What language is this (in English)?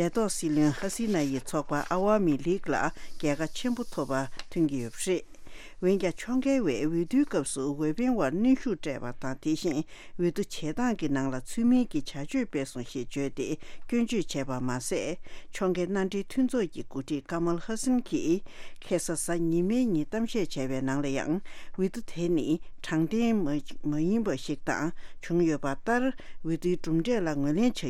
Tibetan